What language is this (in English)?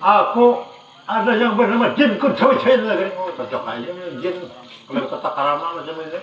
Banjar